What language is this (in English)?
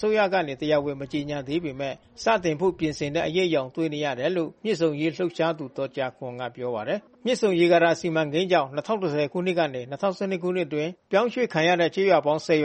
Burmese